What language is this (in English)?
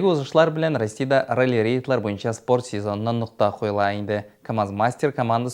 Tatar